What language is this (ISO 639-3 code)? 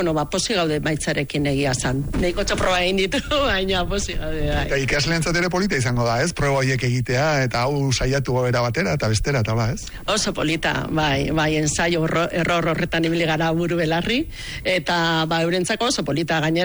eus